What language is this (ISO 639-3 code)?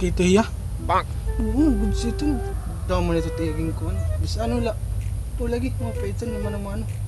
war